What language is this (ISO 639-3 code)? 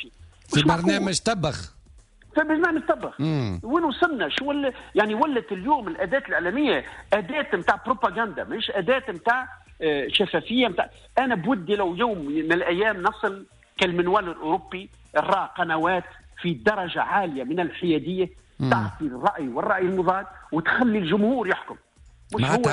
aeb